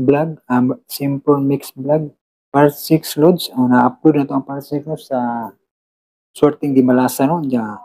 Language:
Cebuano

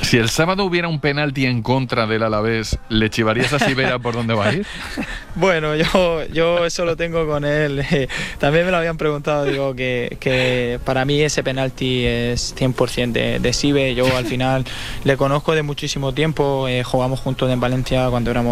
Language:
Spanish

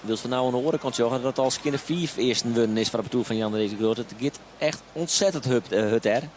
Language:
Western Frisian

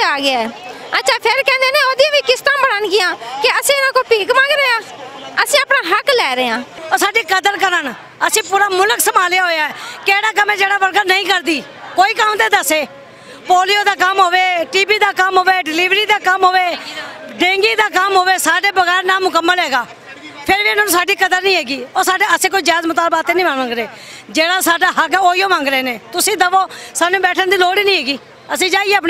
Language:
Western Panjabi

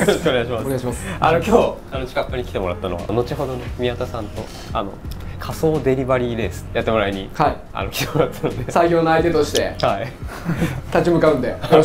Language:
Japanese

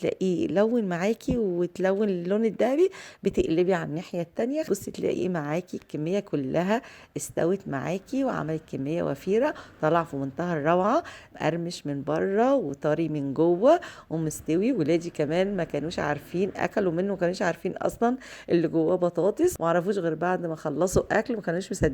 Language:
Egyptian Arabic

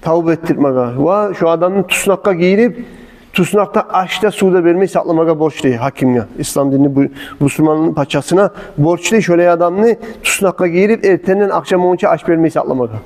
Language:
Kumyk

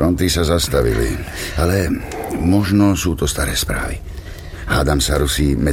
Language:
Slovak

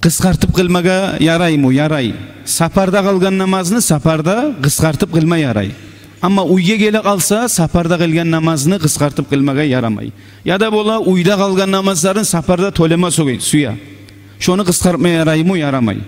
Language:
Kumyk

